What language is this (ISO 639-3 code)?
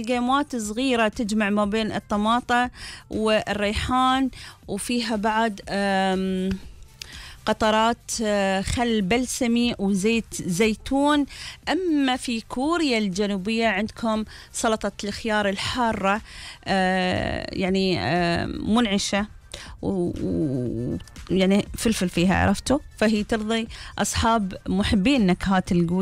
afb